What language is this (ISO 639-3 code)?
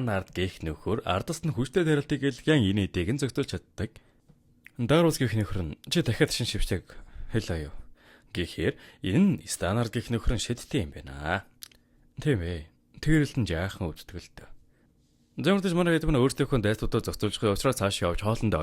mon